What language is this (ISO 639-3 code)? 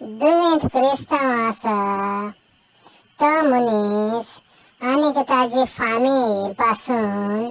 kok